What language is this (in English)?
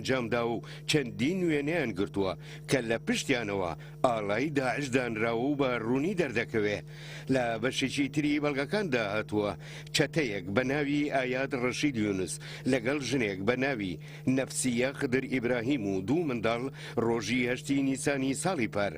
Central Kurdish